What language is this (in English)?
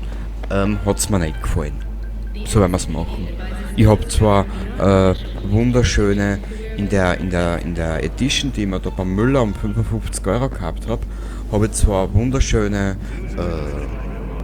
Bavarian